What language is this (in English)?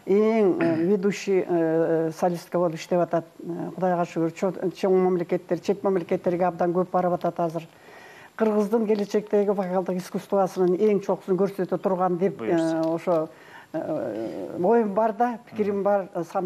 Kyrgyz